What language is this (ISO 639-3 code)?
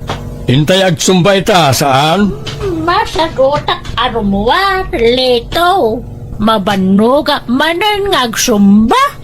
ilo